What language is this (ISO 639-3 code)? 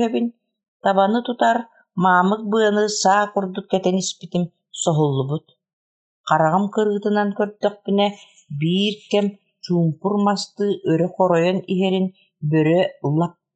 sah